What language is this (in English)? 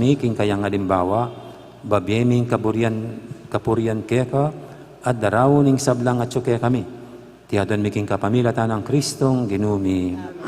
Pampanga